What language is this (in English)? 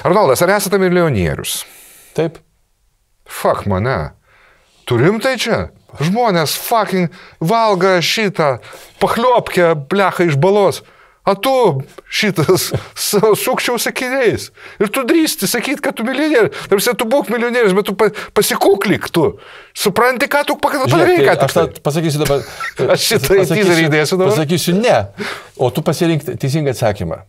Lithuanian